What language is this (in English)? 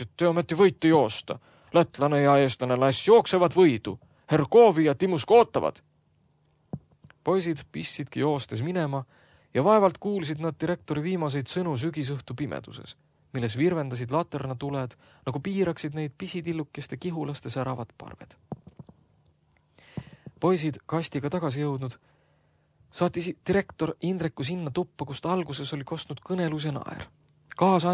Estonian